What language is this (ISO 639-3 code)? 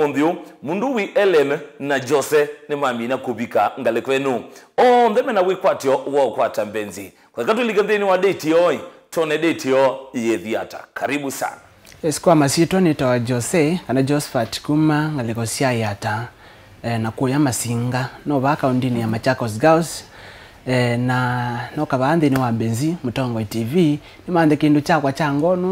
kam